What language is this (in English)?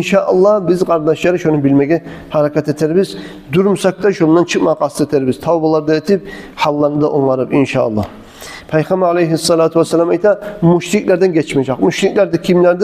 Kumyk